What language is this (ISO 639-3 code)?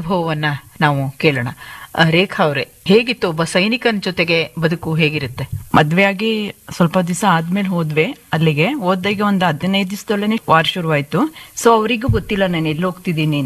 kan